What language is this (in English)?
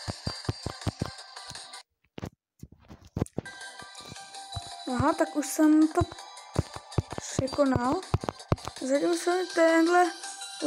Czech